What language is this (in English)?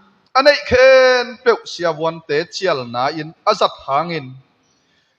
Tedim Chin